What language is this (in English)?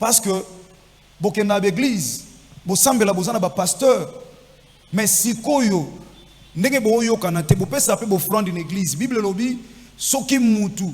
Lingala